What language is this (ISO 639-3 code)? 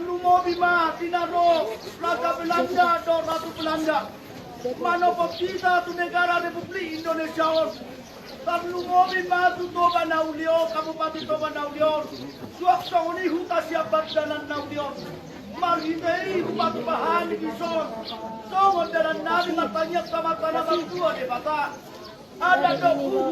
bbc